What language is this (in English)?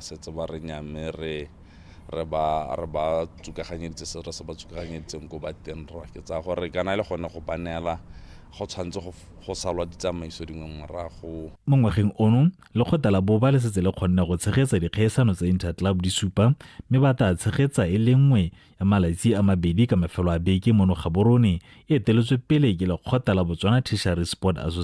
Tswana